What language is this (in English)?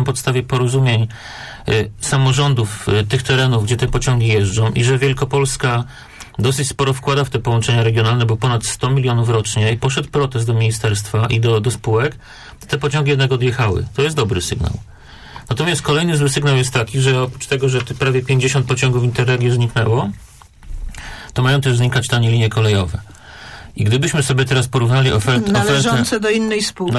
Polish